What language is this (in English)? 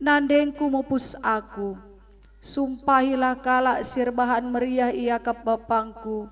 Batak Karo